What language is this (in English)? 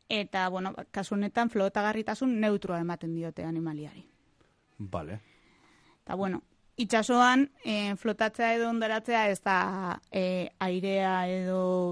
Basque